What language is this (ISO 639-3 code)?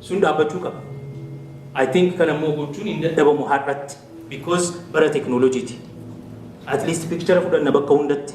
orm